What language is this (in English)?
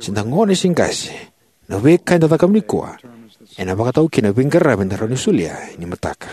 Fijian